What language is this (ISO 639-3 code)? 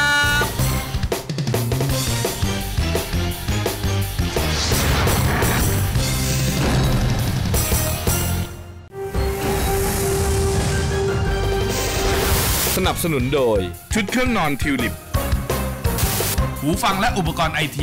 tha